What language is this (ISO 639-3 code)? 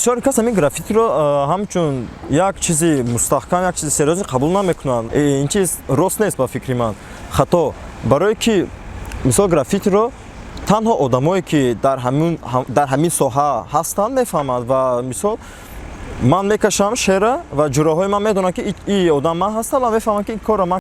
tgk